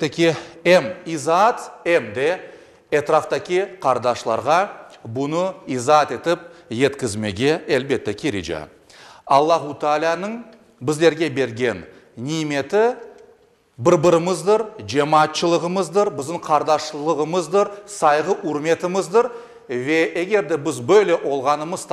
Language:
Crimean Tatar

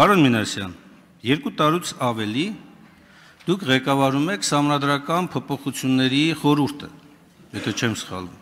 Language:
Armenian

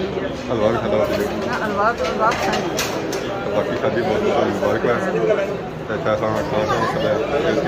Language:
Pahari-Potwari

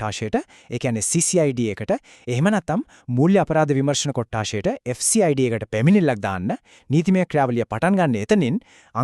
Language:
Sinhala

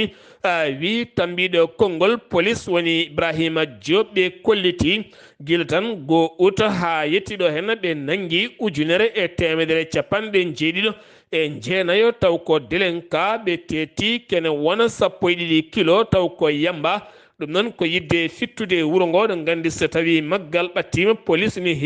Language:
Fula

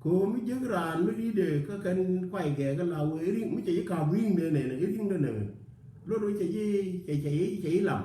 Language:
Nuer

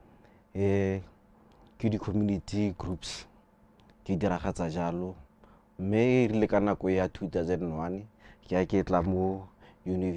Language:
Tswana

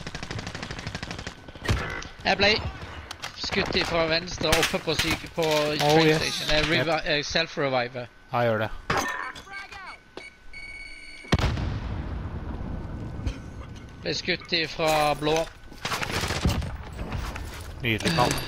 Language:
Norwegian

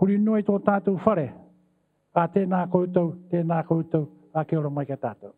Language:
Māori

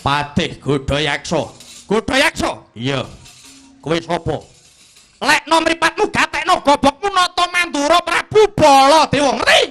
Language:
Javanese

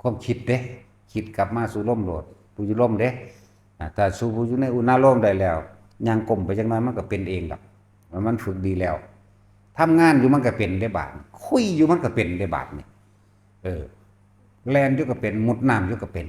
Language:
Northeastern Thai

